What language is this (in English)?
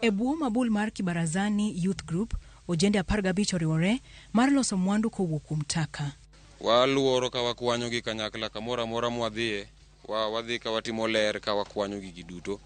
Luo (Kenya and Tanzania)